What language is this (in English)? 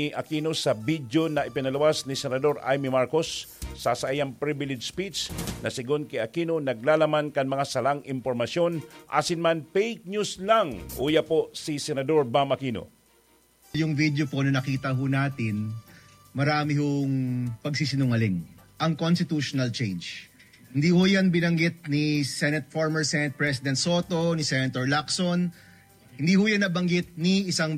Bikol